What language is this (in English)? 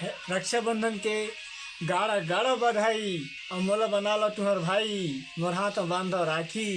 Chhattisgarhi